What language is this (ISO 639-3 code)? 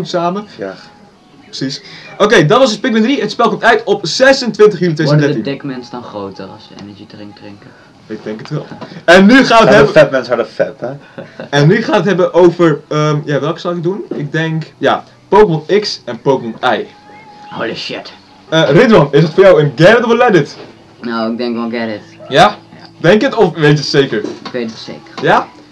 nld